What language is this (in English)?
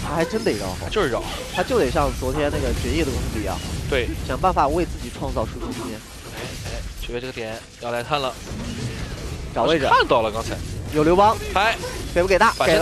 Chinese